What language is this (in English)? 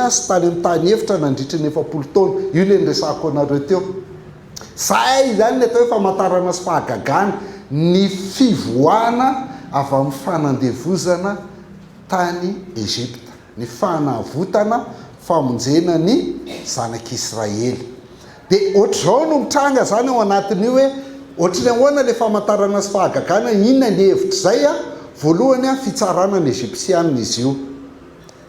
Malagasy